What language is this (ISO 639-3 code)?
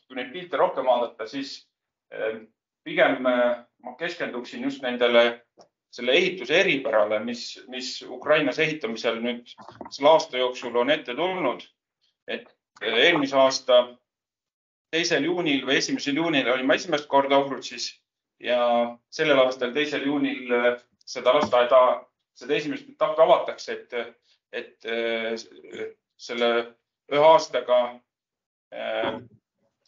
est